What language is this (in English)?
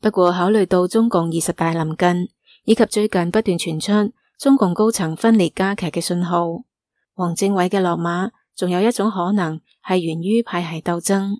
Cantonese